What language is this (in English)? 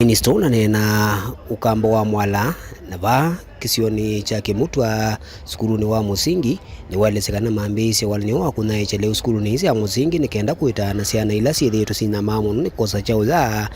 Kamba